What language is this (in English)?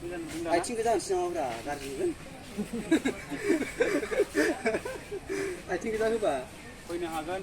Bodo